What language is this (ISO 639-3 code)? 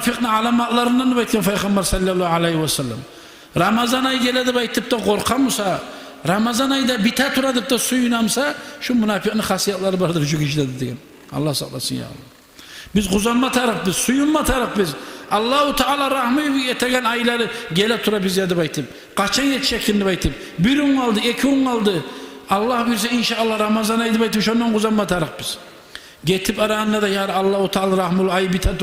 kum